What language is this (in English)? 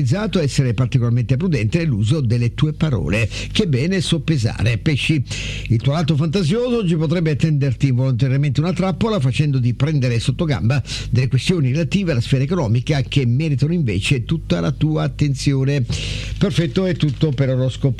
Italian